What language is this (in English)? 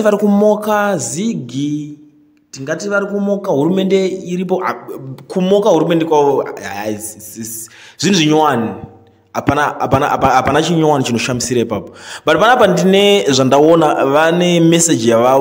Shona